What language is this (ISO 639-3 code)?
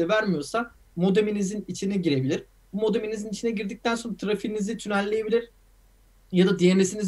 tur